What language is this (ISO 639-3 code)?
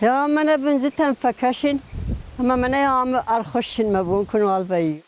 oss